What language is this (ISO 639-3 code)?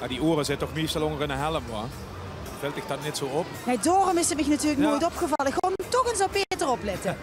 lim